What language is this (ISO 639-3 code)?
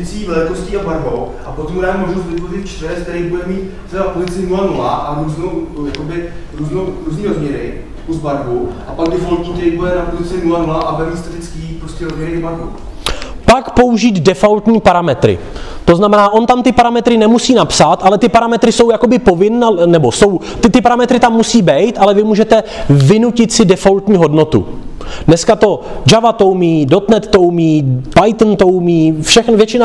ces